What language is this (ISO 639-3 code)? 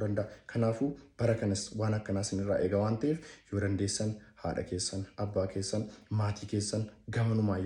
orm